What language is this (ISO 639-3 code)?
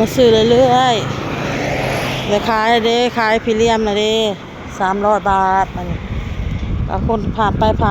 tts